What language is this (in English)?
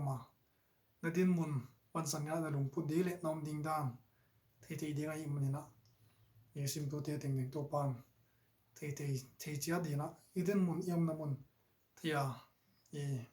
Paite Chin